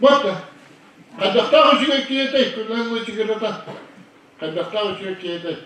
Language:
Yakut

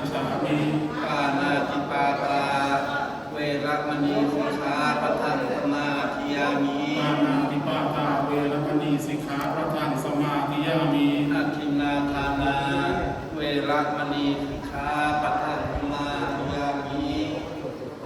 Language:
Pali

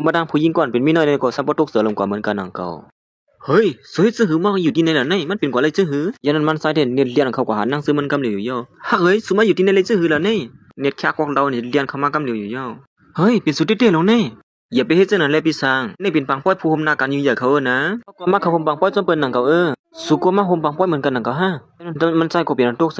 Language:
Shan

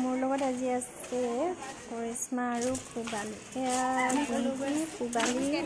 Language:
Assamese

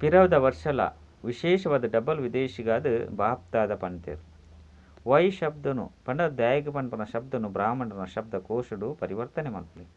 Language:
Tulu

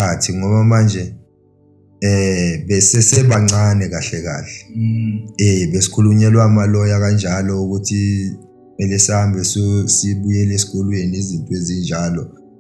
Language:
Zulu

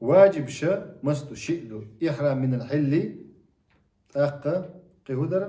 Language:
Chechen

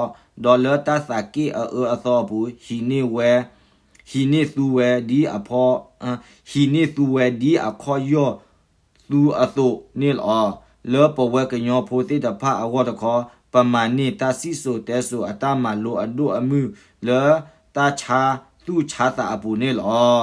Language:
S'gaw Karen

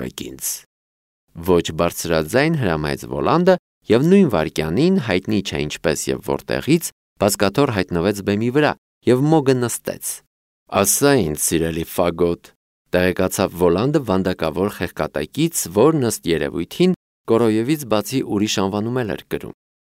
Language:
Armenian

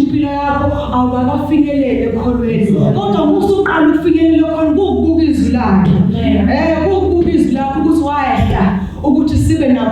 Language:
Zulu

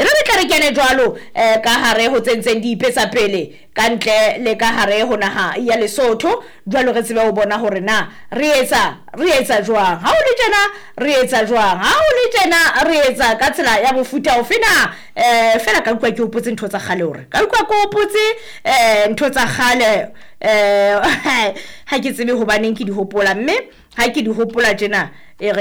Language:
Southern Sotho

